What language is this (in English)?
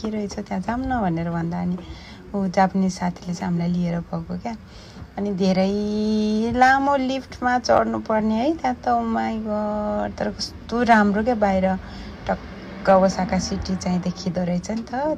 Nepali